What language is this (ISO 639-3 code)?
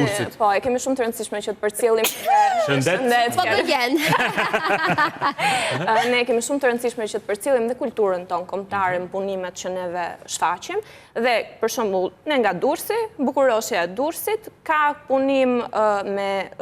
sqi